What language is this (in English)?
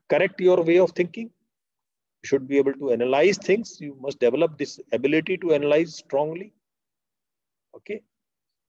English